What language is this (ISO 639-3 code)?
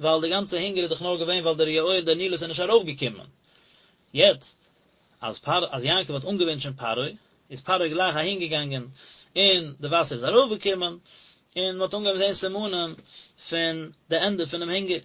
yid